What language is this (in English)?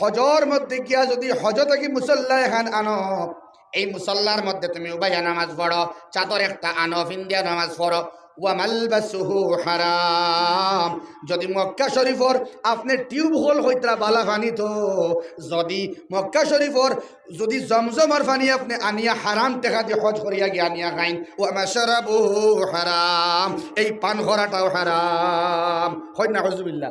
Sylheti